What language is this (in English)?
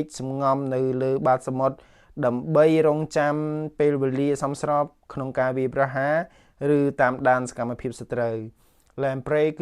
Khmer